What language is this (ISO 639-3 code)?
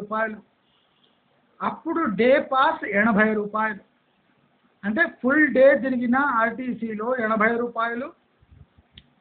tel